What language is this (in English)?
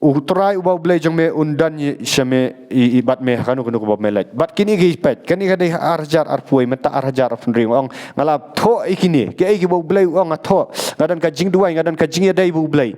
Khasi